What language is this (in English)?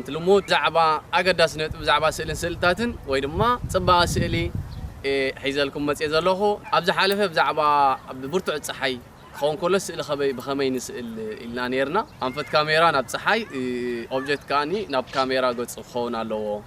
Tigrinya